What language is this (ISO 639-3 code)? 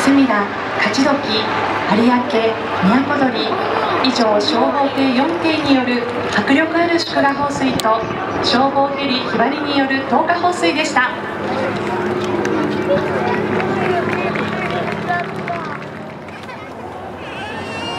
jpn